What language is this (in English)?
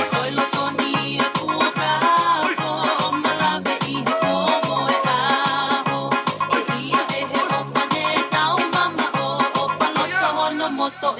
Tongan